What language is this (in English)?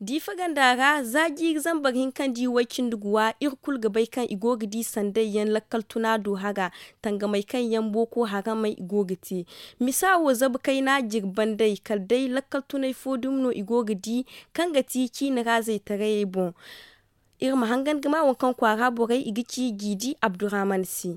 Zarma